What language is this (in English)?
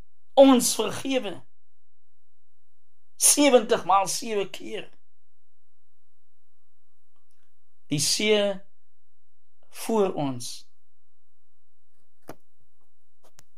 Afrikaans